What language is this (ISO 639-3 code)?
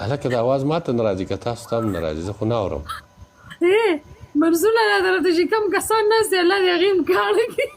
pus